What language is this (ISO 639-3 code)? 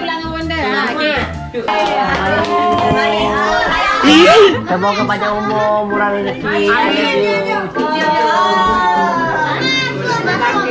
msa